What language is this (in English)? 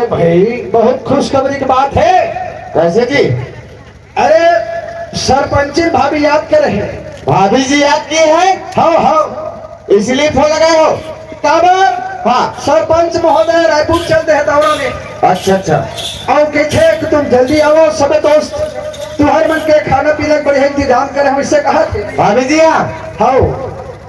Chhattisgarhi